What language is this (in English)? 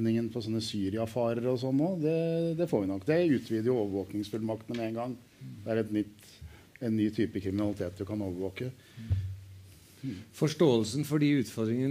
Norwegian